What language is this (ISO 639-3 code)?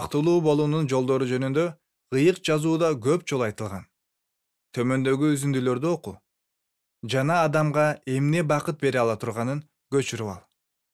kir